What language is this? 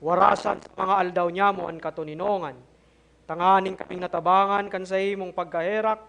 Bikol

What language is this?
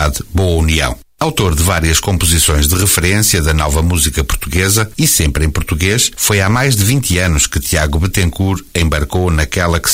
Portuguese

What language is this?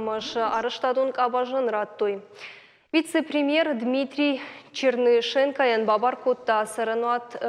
Ossetic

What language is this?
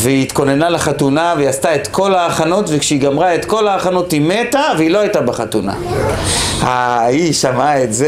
Hebrew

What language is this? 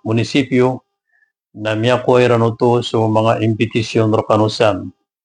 Maranao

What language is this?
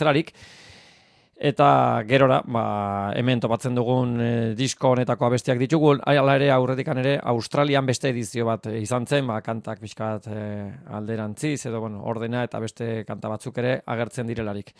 Basque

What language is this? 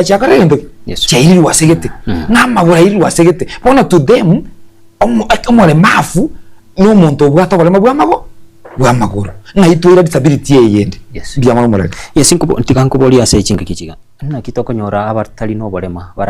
Gusii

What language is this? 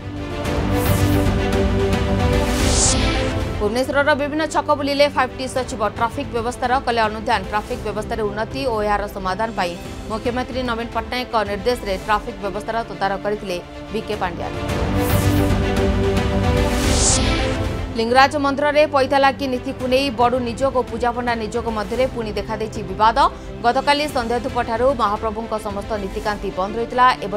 Odia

